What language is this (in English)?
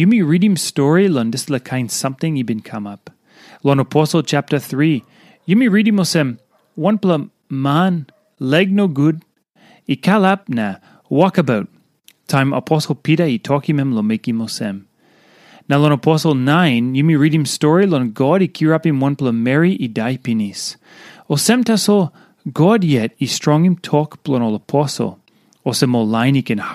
Tok Pisin